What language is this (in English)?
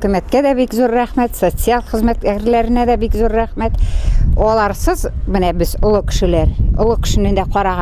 Tatar